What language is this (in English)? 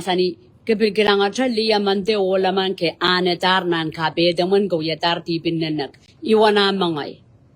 Pohnpeian